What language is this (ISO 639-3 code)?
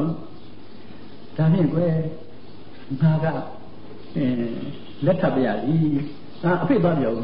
mya